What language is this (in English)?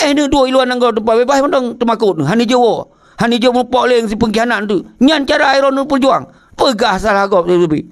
Achinese